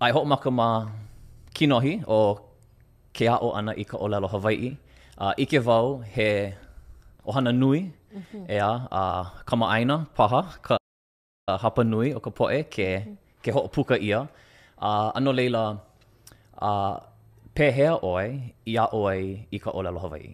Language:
Hawaiian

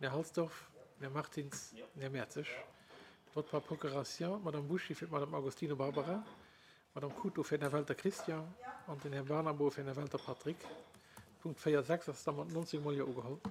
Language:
Luxembourgish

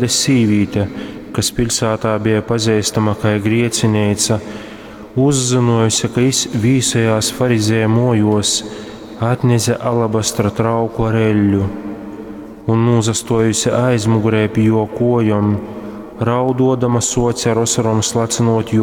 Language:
Latgalian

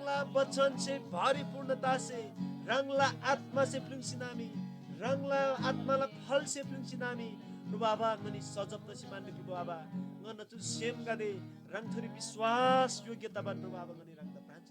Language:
Eastern Tamang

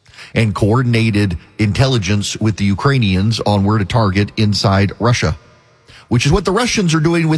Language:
English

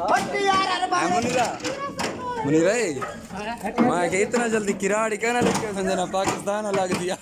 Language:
Saraiki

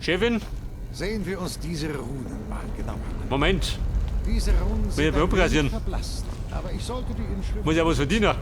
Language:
Bavarian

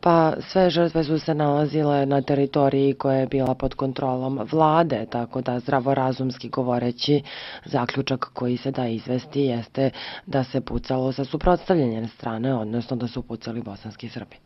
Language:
Serbian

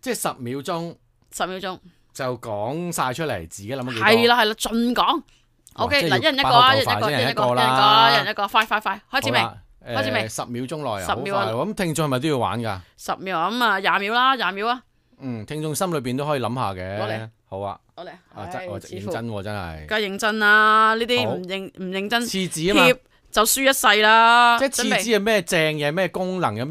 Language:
Cantonese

